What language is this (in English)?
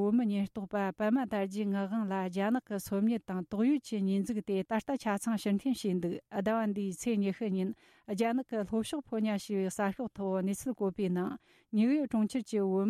Tibetan